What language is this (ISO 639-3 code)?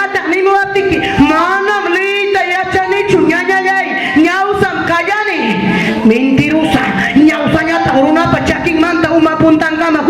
quy